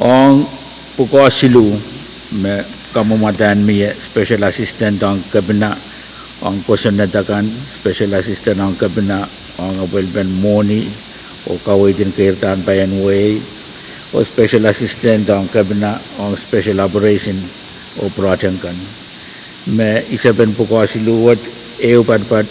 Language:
Pohnpeian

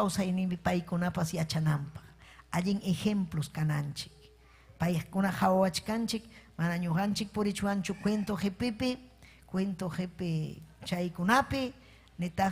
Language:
Ayacucho Quechua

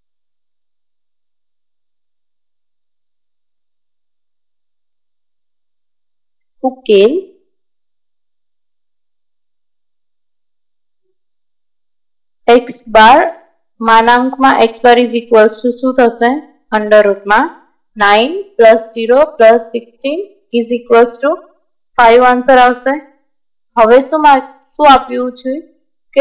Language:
Gujarati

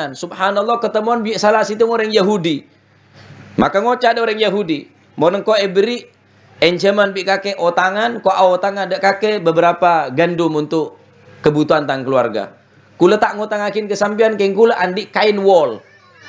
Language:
Madurese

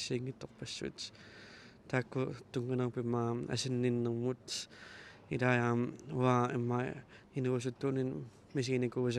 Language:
Kalaallisut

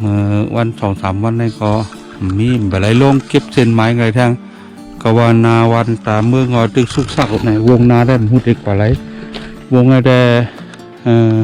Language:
Shan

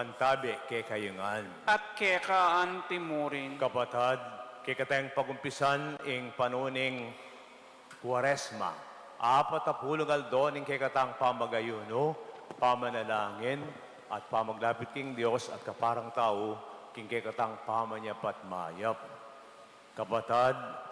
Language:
Pampanga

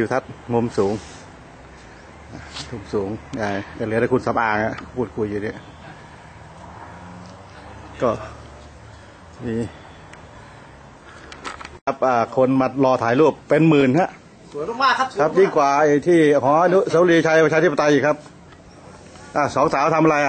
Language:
Thai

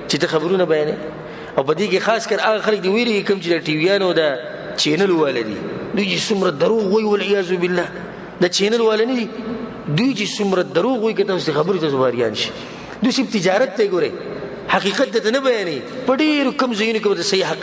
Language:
Pashto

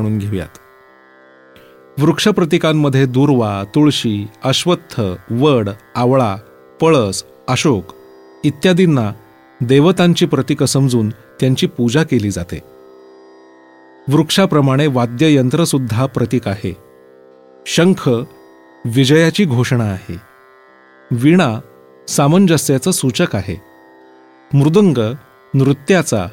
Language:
Marathi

